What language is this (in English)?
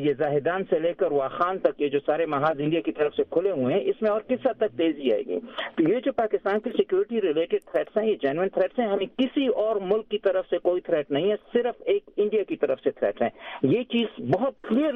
Urdu